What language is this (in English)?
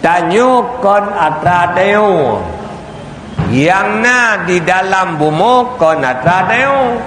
Achinese